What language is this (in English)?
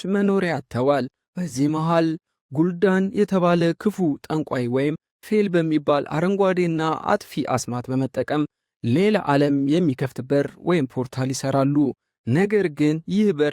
Amharic